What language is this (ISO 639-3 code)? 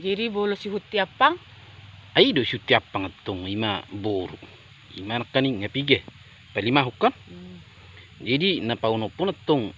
bbc